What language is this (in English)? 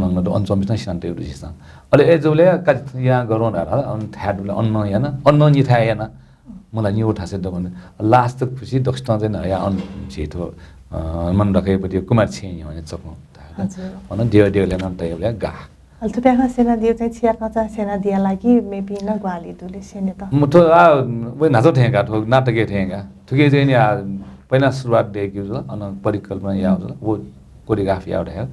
Newari